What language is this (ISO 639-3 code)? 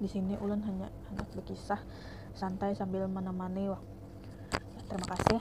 bjn